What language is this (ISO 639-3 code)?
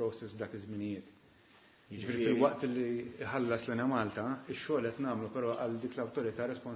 mlt